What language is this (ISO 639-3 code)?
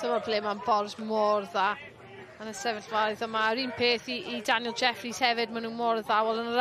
cym